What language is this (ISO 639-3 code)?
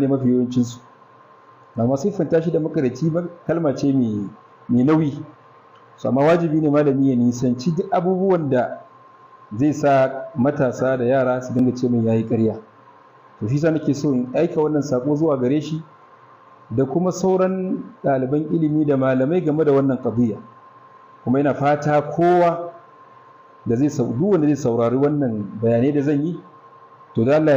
hau